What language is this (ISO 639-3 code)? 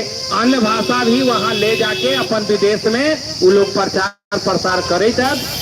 mag